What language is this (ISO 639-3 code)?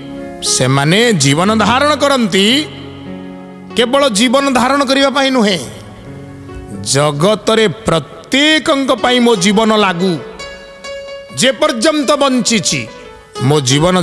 ori